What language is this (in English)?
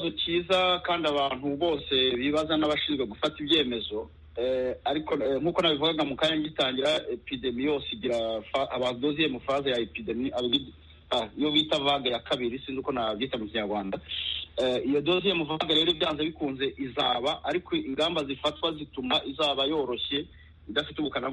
Kinyarwanda